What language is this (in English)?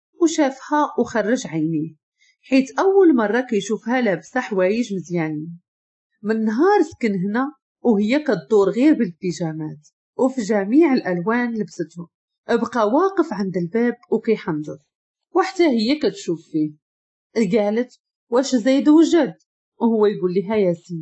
Moroccan Arabic